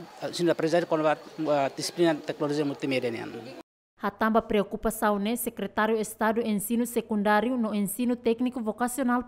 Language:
Tetum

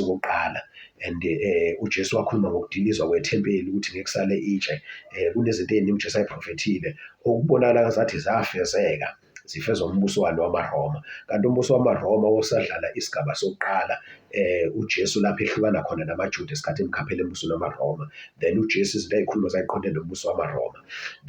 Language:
Zulu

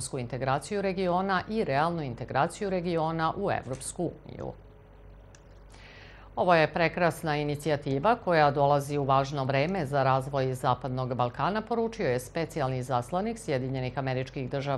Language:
Serbian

